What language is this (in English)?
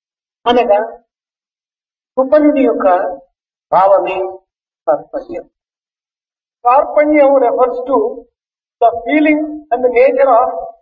Telugu